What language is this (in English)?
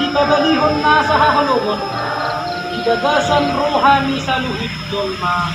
Batak Toba